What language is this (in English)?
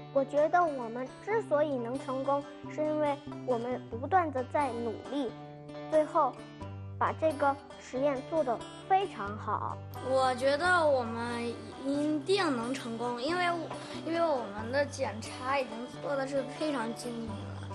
Chinese